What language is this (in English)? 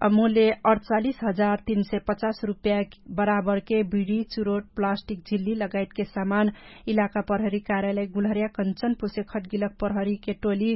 Dangaura Tharu